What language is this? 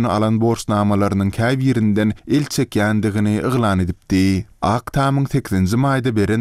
Turkmen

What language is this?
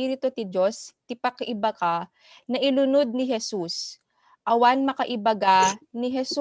Iloko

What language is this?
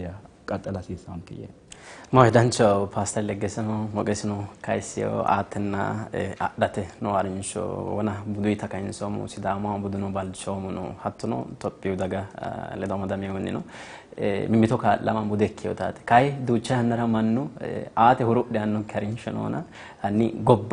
Sidamo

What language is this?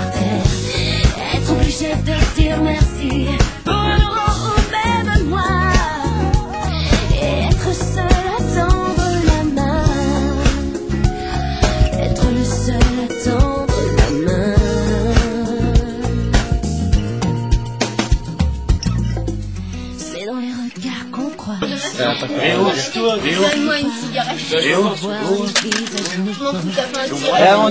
French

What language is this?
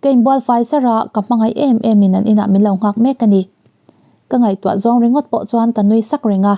Mizo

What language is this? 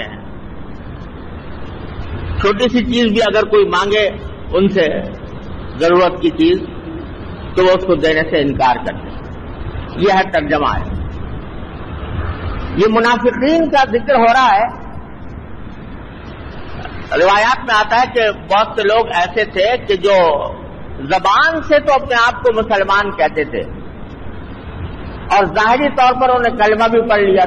Urdu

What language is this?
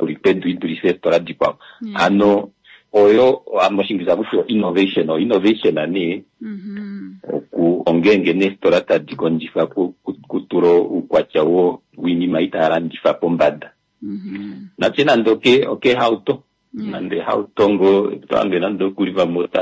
Kuanyama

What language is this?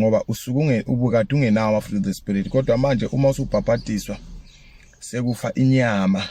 Zulu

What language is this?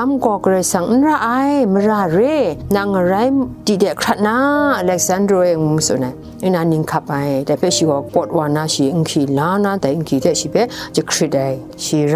Kachin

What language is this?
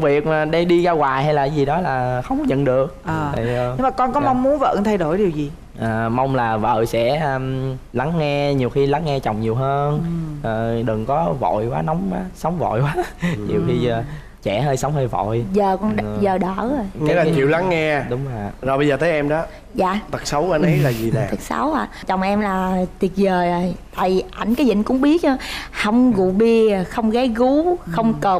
Vietnamese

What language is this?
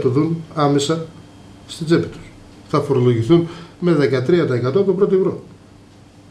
Greek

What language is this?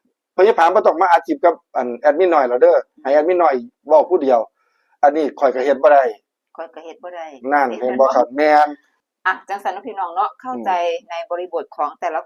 Northeastern Thai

